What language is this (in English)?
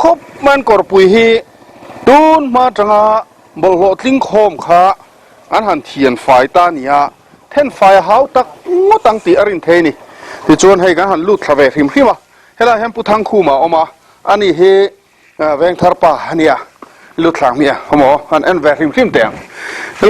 Mizo